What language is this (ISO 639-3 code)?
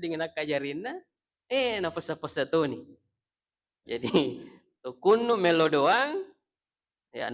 bug